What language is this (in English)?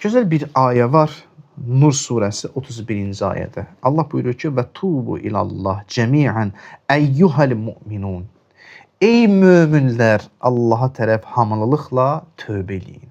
Azerbaijani